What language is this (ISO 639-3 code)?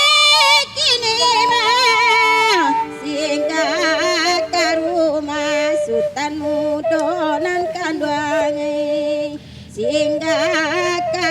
min